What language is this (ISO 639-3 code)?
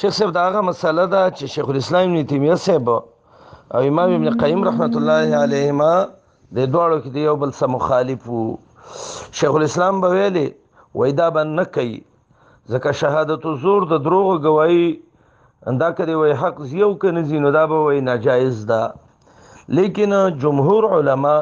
pus